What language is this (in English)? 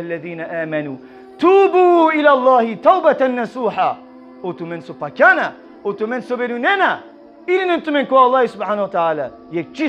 Balkan Romani